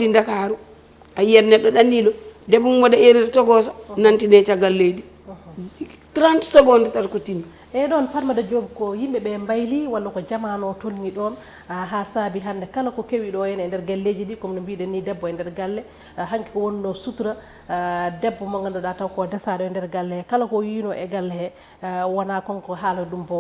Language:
Fula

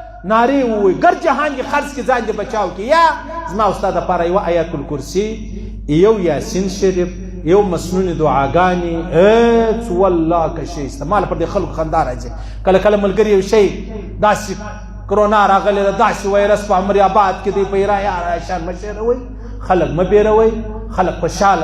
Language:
Pashto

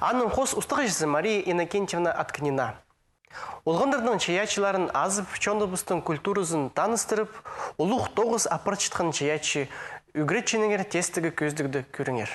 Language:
Khakas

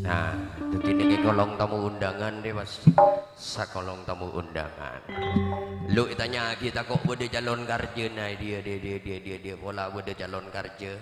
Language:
Madurese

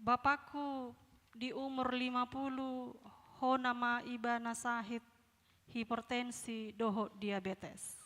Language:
Batak Toba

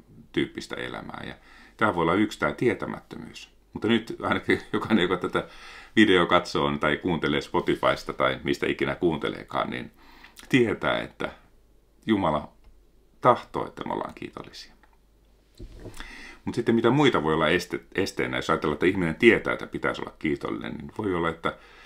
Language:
Finnish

